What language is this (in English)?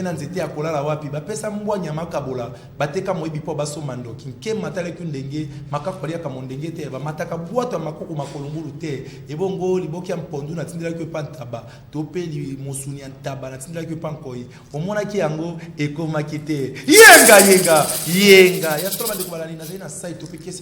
Lingala